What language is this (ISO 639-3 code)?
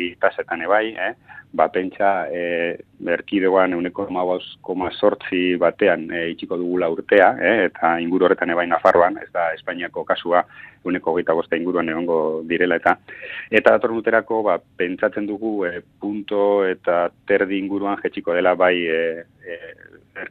eus